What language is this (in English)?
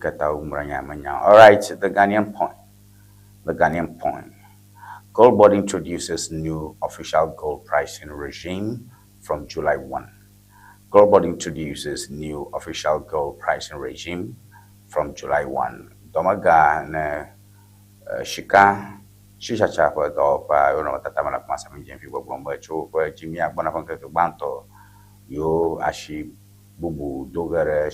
Ewe